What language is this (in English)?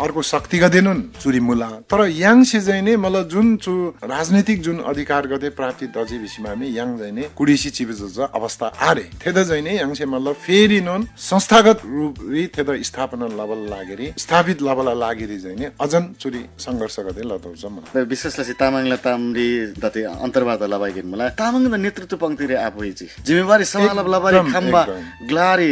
Eastern Tamang